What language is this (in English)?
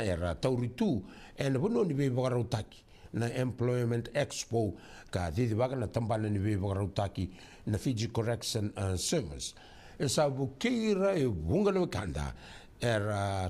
Fijian